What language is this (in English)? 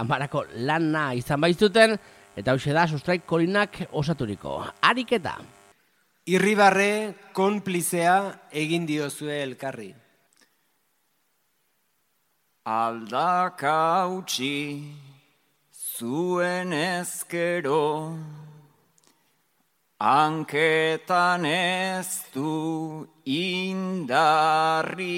Basque